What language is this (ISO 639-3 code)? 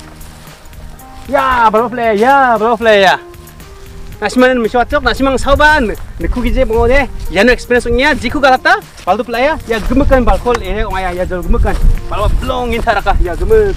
grt